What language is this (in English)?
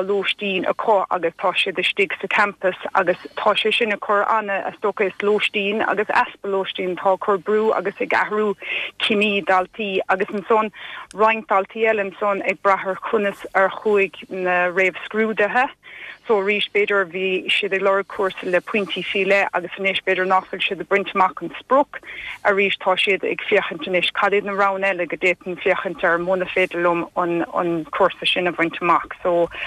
Irish